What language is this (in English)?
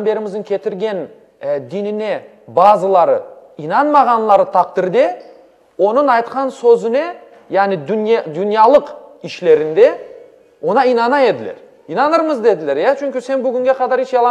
Crimean Tatar